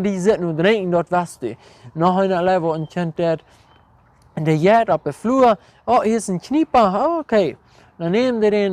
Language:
Plautdietsch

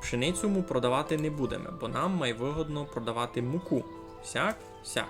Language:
Rusyn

